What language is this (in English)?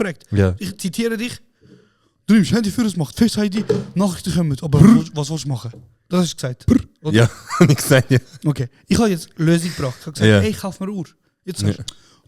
Swiss German